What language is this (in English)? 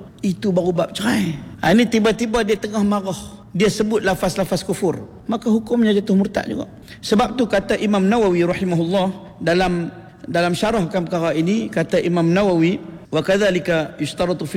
Malay